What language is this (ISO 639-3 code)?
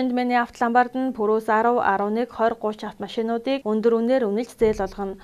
mon